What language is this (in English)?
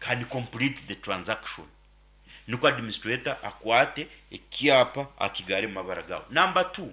Nyankole